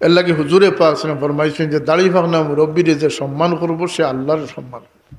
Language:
Sylheti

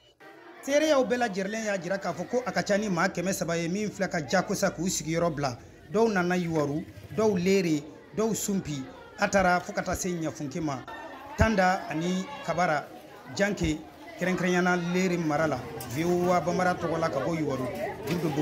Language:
Bambara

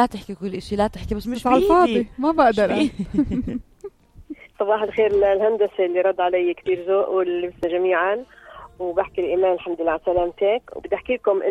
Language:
North Levantine Arabic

